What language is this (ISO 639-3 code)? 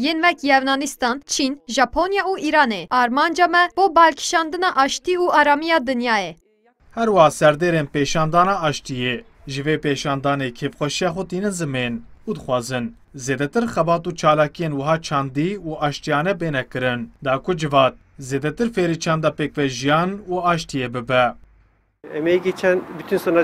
kur